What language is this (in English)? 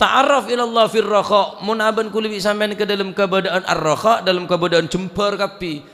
Madurese